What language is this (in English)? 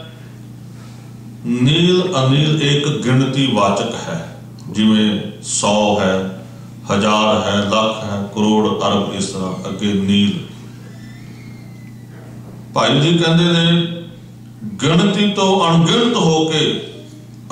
Punjabi